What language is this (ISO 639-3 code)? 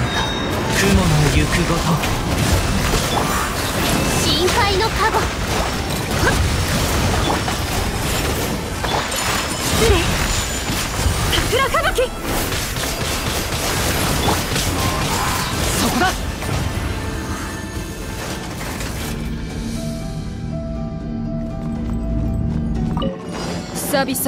jpn